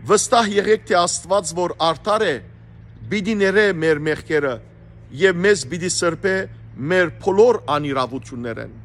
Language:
Western Armenian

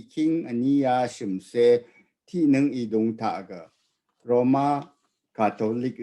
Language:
Rawang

